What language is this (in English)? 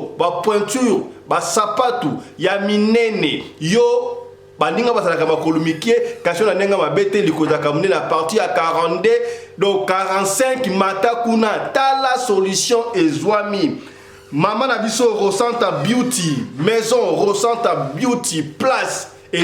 Lingala